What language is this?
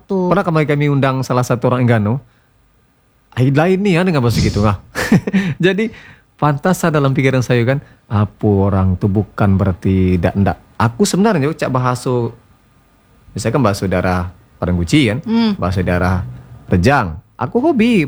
Indonesian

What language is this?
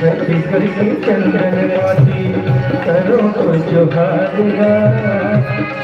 Chhattisgarhi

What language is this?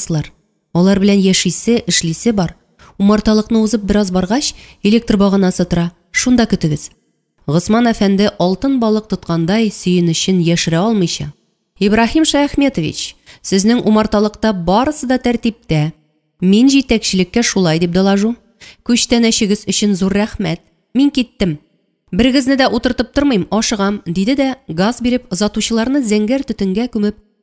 Tatar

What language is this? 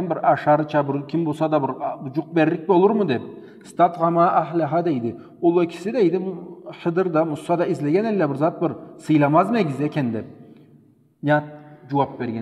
Karachay-Balkar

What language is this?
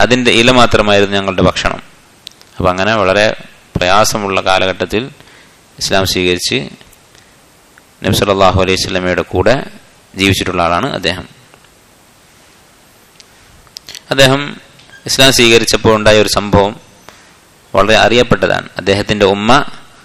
Malayalam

